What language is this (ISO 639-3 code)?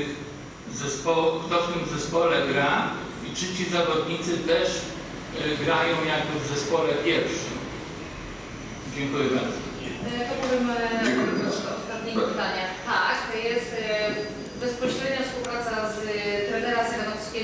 pol